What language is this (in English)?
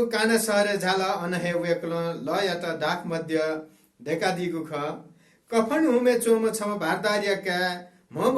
Newari